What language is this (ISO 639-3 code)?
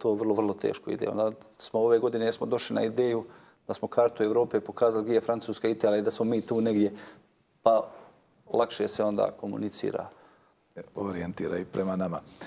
bos